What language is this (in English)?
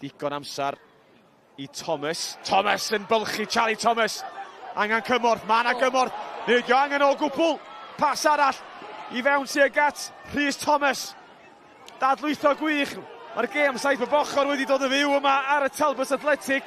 Welsh